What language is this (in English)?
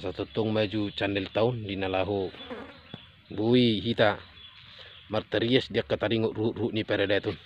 Batak Toba